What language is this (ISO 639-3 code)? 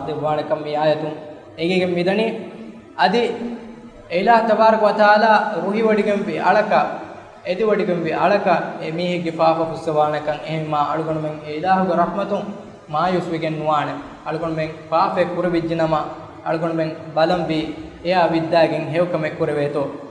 div